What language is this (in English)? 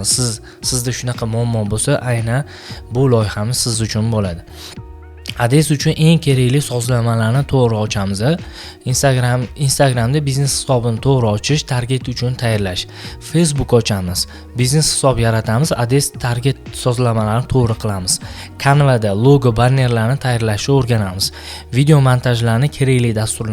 Uzbek